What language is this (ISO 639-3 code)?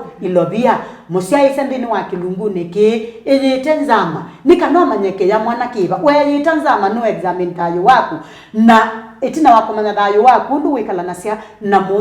kam